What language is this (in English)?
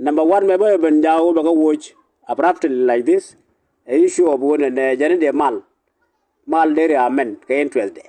Nuer